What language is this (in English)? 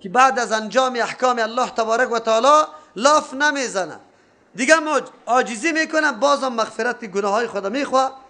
Persian